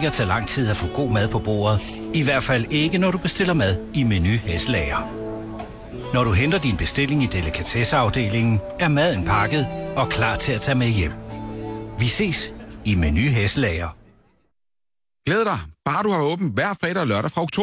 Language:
Danish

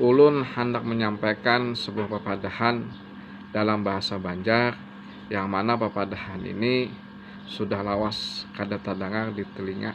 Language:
Banjar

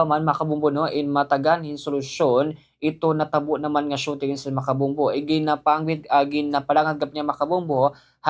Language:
Waray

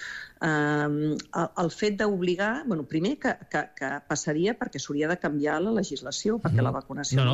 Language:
Catalan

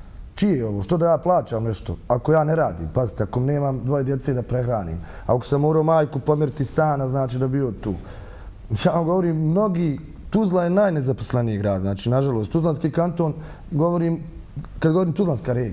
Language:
Bosnian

